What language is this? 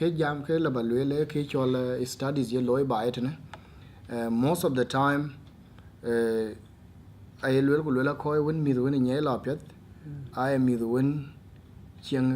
Dinka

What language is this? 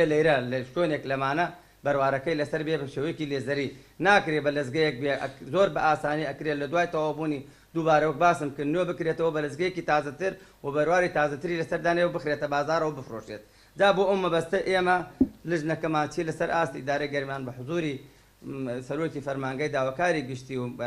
Central Kurdish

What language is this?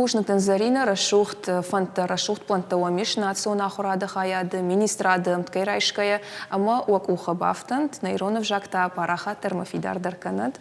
Ossetic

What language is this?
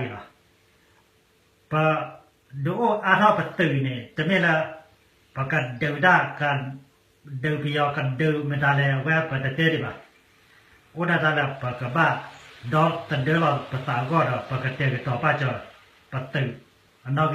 S'gaw Karen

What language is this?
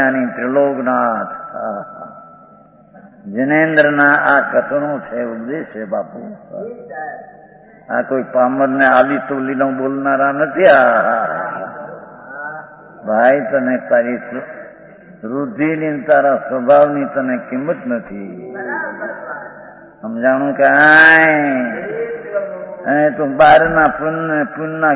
Gujarati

